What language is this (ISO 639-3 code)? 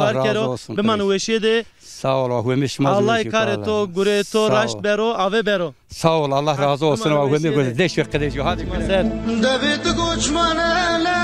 zza